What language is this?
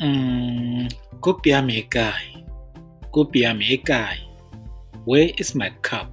Tswana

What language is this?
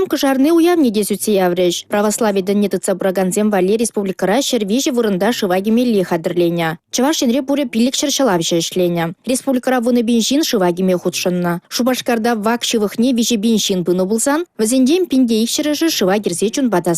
Chuvash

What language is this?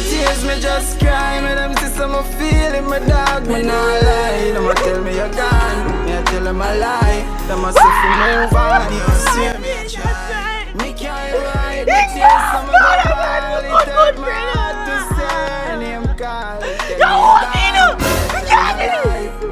Jamaican Creole English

